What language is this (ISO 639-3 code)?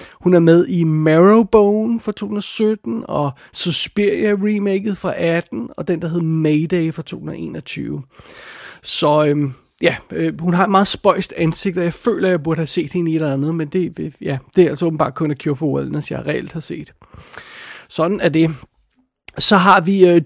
dan